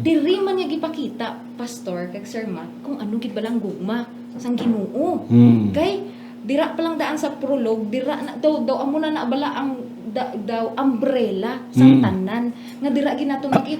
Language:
Hiligaynon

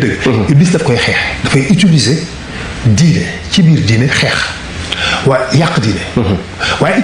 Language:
Wolof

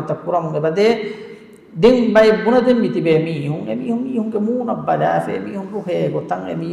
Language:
Divehi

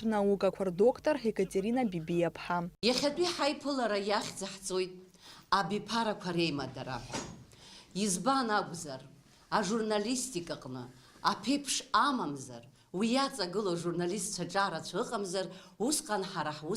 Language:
Abkhazian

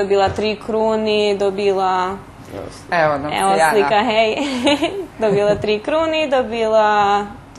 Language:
Rusyn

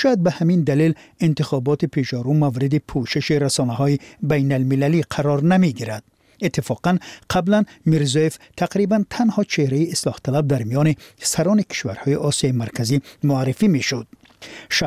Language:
Persian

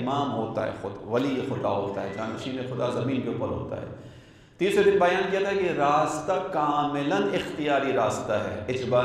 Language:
Urdu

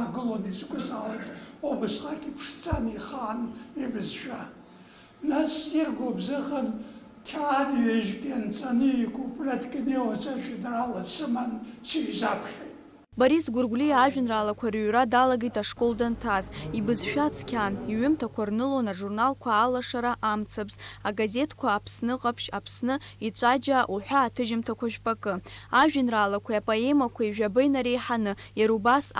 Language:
Abkhazian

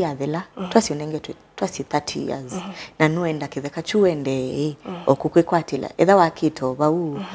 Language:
Kamba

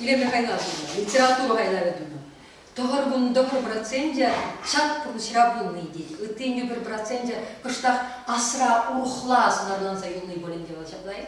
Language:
Chuvash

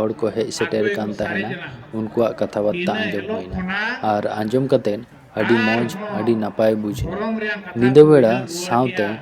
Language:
Santali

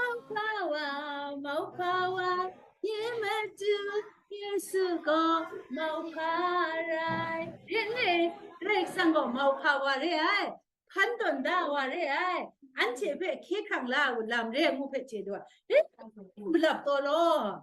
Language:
Kachin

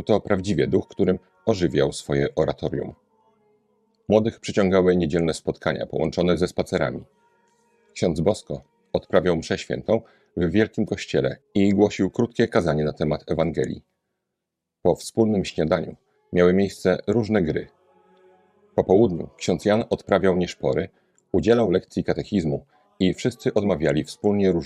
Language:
Polish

